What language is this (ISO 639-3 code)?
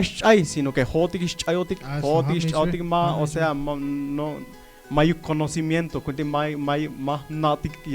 tzh